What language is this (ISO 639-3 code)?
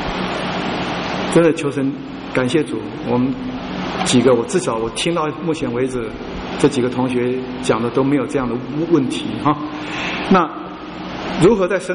zho